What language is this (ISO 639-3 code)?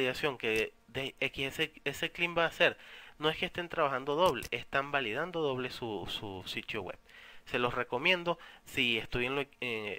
spa